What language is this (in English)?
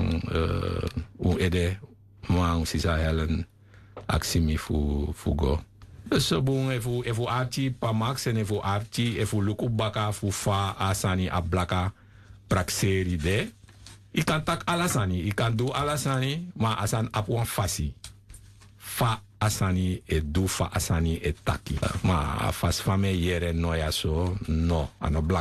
Sranan Tongo